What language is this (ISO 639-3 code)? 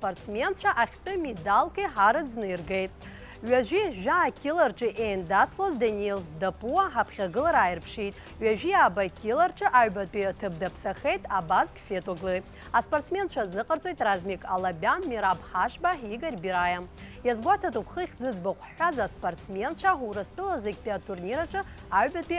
abk